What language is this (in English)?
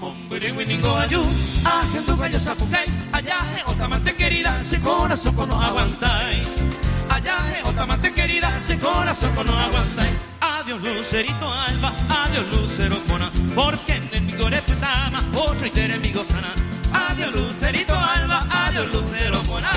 Guarani